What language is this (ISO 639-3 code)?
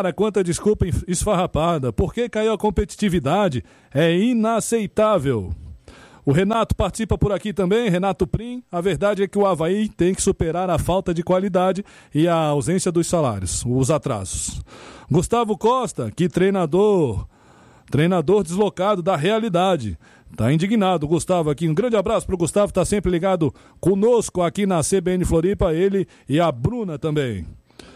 por